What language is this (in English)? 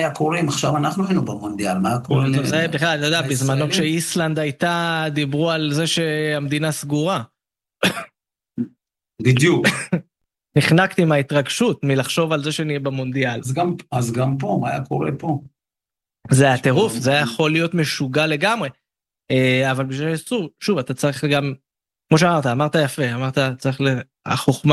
Hebrew